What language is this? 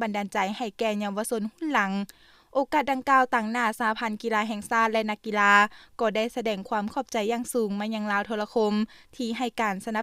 Lao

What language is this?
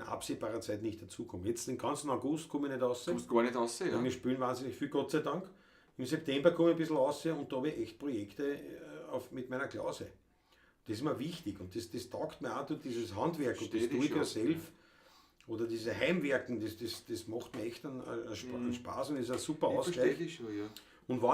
Bavarian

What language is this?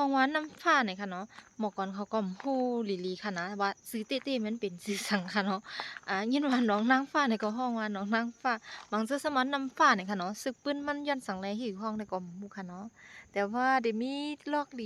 Shan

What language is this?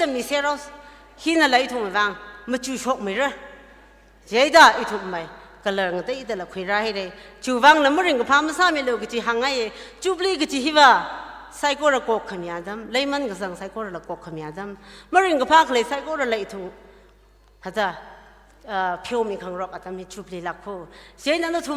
Tangkhul Naga (India)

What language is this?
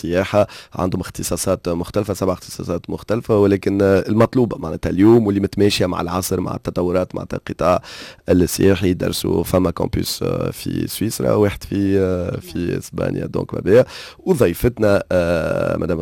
Tunisian Arabic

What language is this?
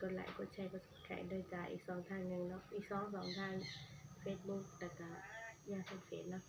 Northeastern Thai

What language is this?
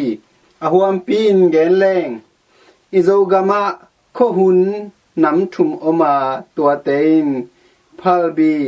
Tedim Chin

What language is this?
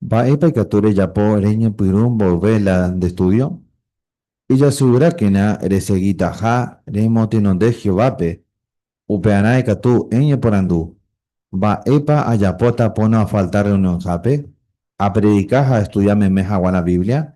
Guarani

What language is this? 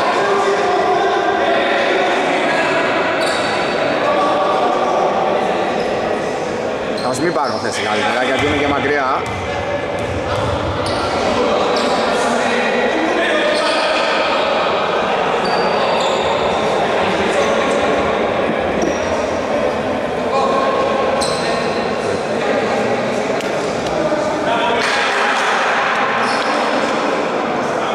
Greek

